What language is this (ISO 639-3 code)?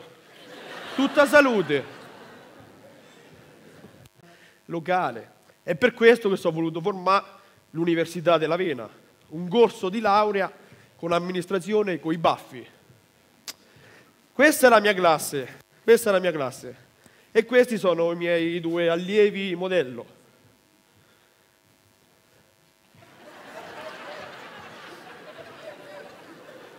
ita